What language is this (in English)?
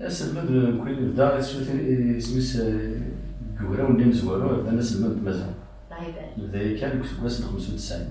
Kabyle